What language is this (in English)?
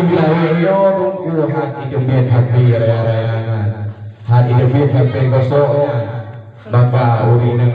Achinese